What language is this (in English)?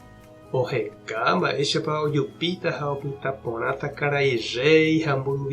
Guarani